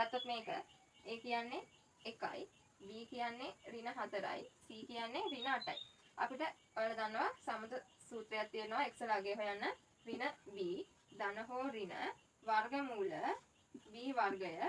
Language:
Sinhala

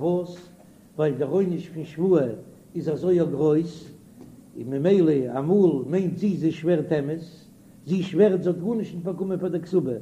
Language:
Yiddish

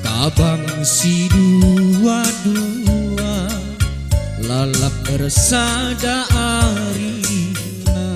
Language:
Batak Karo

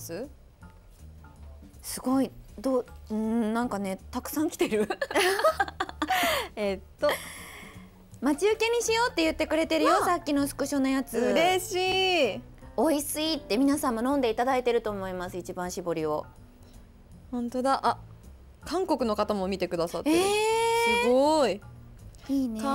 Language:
Japanese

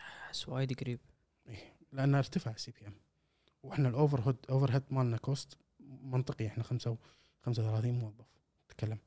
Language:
Gulf Arabic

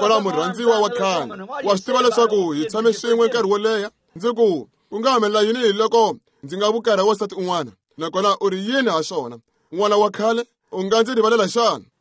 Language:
Tsonga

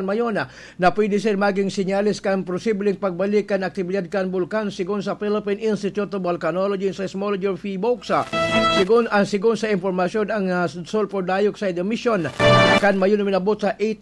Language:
Bikol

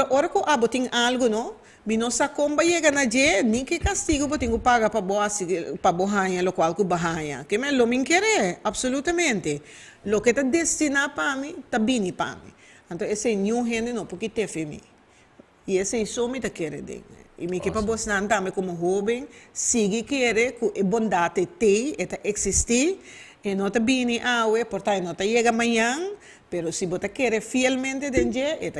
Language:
Papiamento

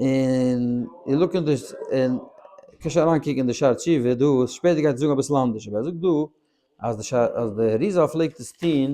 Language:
Yiddish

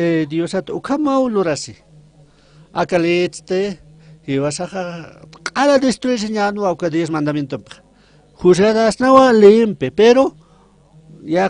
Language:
Aymara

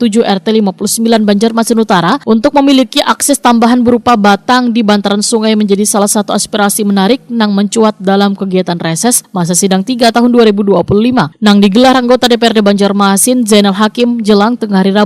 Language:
Banjar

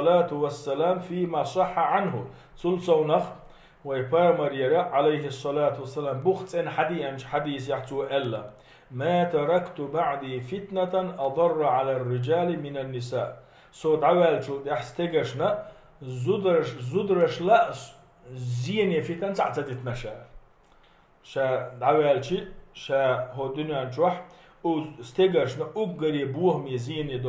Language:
Chechen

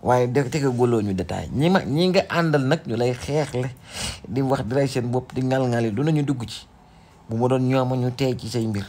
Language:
Wolof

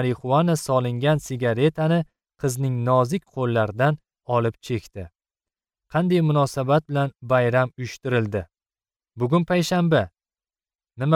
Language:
Uzbek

